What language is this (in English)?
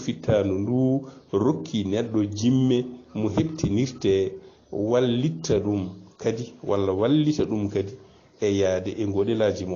Fula